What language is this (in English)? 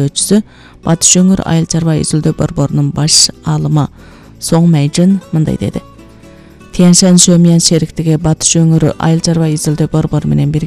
Kyrgyz